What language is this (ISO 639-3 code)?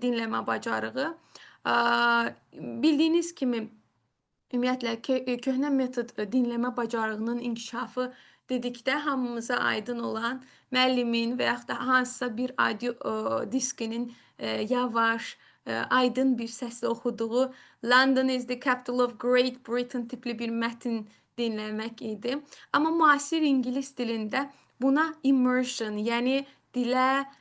aze